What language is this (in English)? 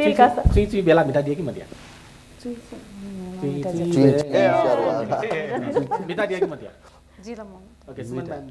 Newari